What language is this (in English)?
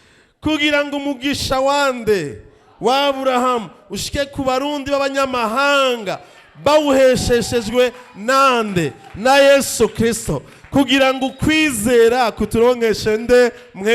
Rundi